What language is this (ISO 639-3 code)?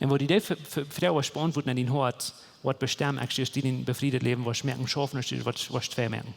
pdt